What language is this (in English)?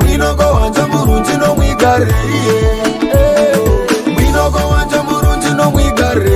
Nyoro